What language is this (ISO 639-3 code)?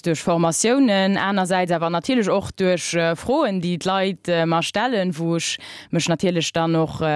ltz